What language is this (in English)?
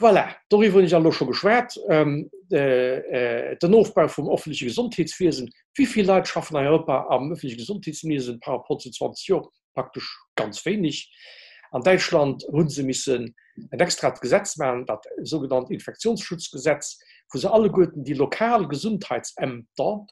Luxembourgish